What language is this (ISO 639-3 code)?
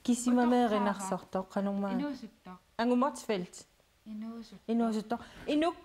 kal